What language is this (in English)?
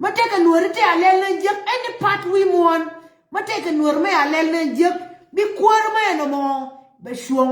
Nuer